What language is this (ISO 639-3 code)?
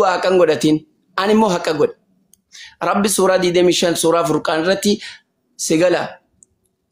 orm